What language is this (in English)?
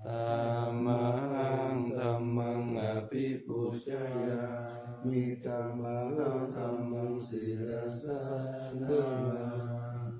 Pali